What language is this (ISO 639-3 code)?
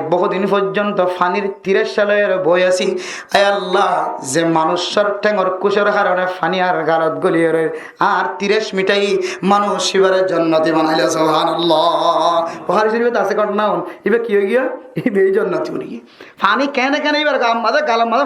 rhg